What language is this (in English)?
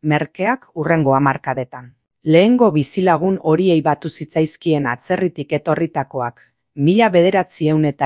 Basque